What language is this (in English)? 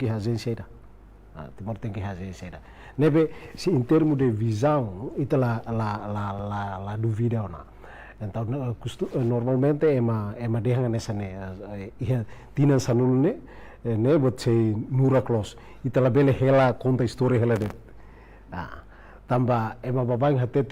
Tetum